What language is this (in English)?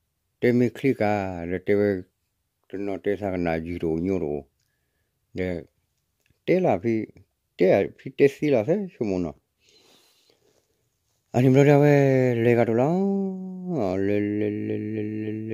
S'gaw Karen